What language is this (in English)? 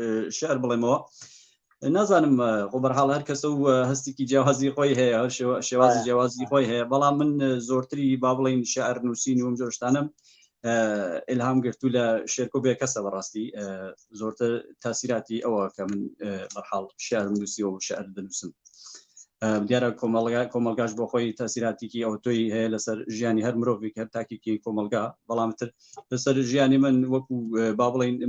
Central Kurdish